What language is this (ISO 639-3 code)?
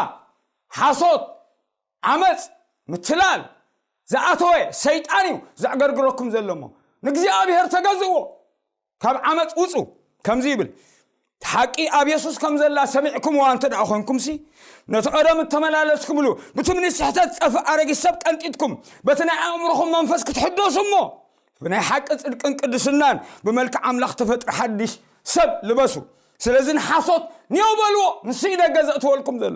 tir